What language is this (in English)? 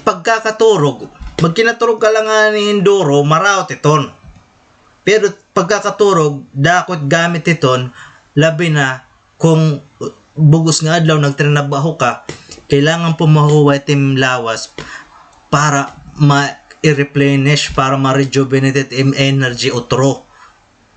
Waray